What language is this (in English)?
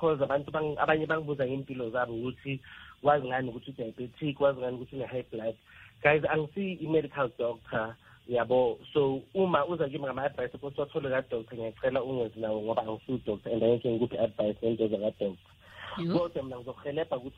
South Ndebele